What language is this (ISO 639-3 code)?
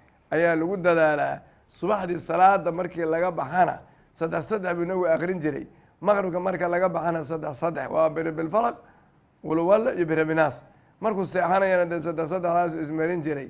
som